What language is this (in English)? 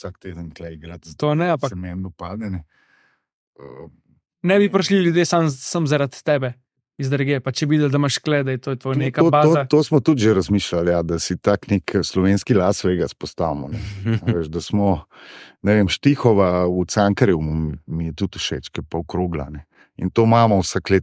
Slovenian